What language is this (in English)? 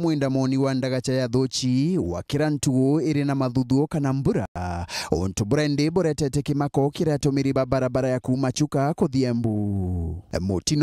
Meru